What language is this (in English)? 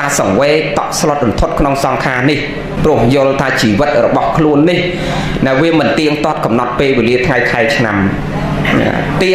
Khmer